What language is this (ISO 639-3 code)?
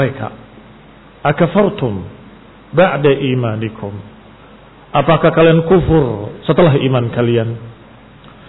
ind